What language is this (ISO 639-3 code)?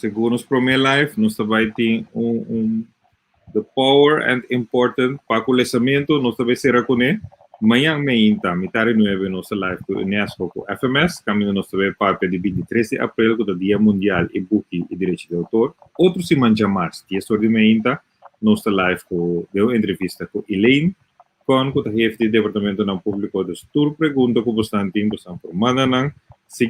pap